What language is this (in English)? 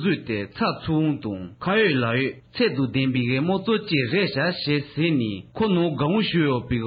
Tibetan